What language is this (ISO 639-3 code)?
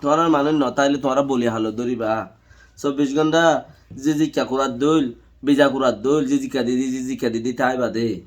rhg